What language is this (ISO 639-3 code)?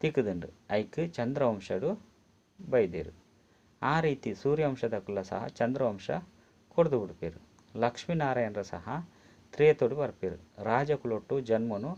tcy